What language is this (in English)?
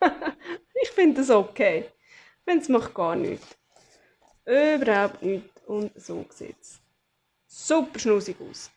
Swiss German